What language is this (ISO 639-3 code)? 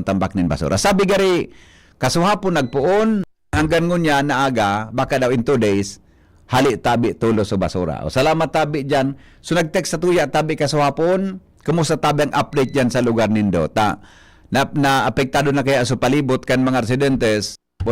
bik